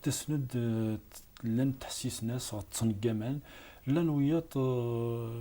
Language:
Kabyle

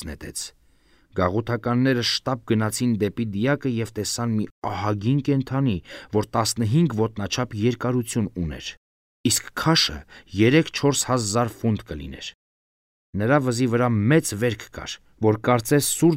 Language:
Armenian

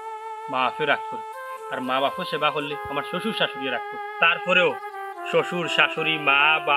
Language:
Sylheti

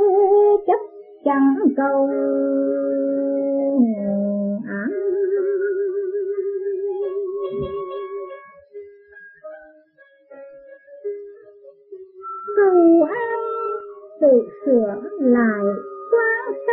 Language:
Vietnamese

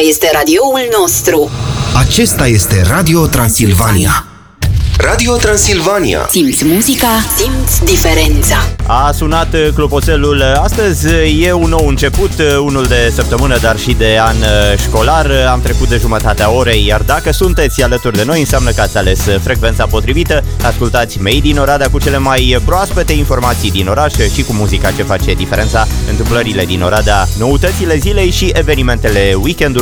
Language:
Romanian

